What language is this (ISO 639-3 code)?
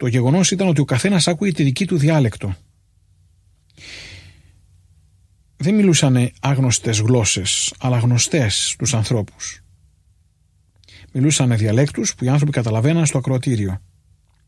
ell